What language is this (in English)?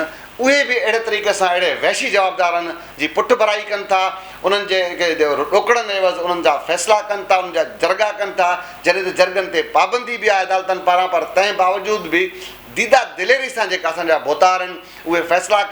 Sindhi